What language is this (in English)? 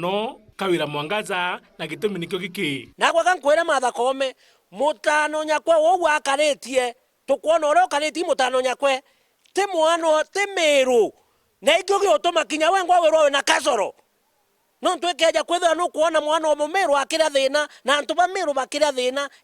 Meru